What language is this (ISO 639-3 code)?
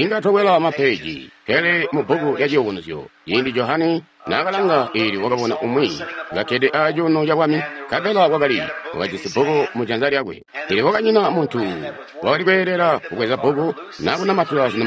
toi